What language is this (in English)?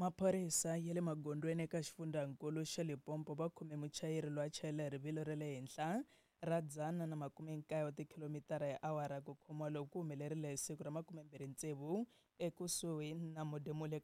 Tsonga